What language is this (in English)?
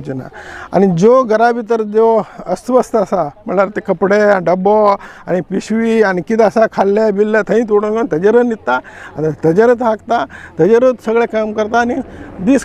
Konkani